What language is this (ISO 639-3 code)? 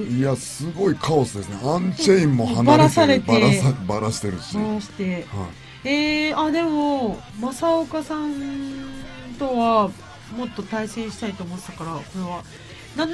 jpn